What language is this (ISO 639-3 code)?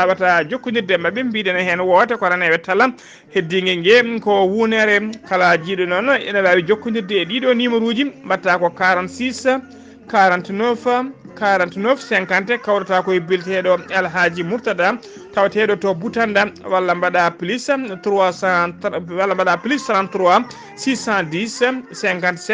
ful